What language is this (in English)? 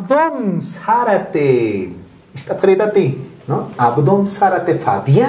Aymara